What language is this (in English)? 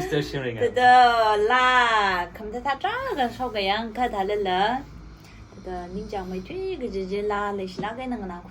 Tangkhul Naga (India)